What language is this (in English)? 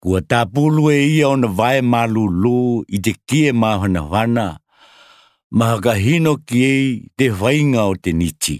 Tokelau